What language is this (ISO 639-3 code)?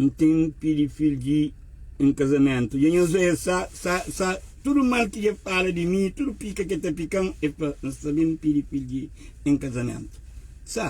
kea